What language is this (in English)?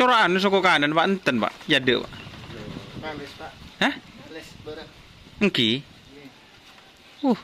Madurese